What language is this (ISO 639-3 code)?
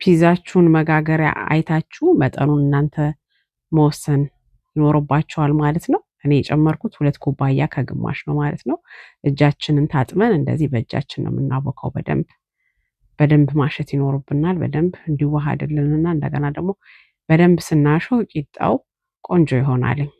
amh